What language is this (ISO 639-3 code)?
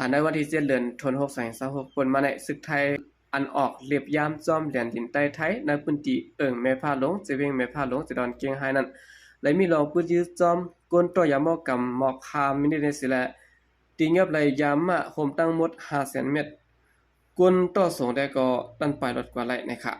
shn